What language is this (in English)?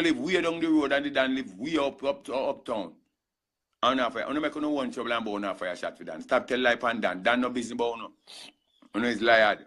Jamaican Creole English